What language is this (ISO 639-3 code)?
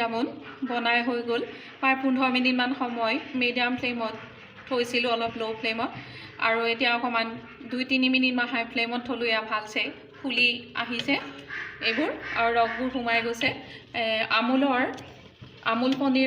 asm